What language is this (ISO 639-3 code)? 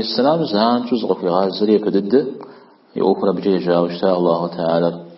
kbd